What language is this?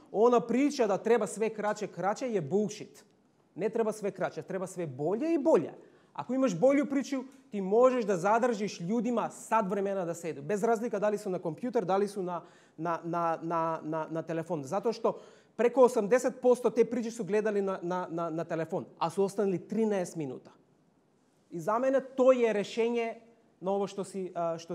Serbian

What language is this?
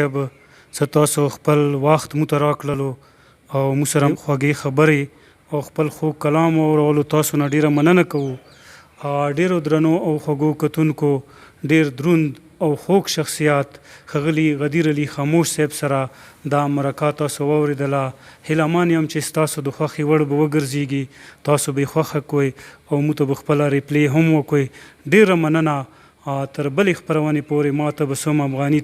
Pashto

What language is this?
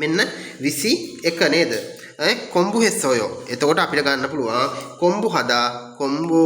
Sinhala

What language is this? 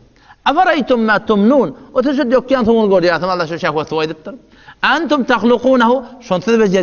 Turkmen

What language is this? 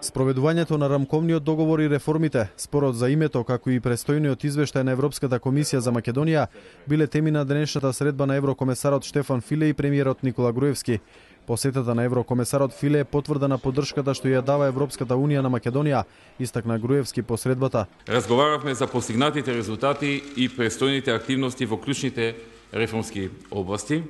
Macedonian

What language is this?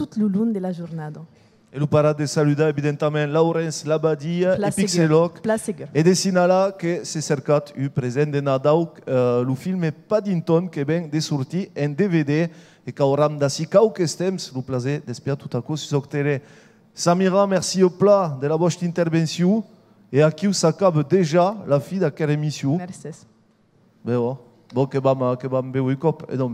Occitan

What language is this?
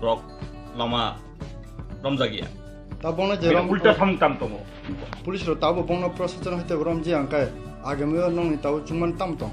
Kok Borok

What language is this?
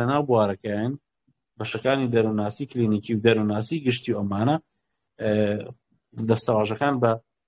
Central Kurdish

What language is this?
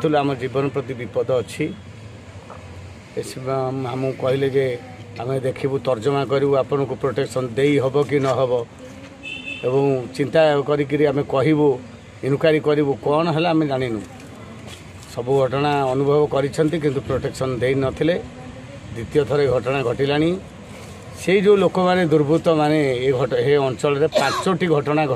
Odia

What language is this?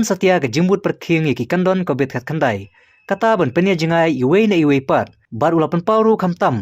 Khasi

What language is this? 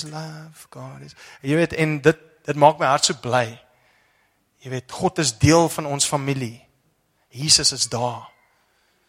Afrikaans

